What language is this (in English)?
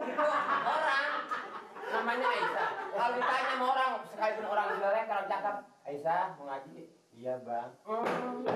Betawi